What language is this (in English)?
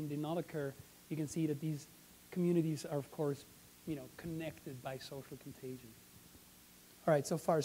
English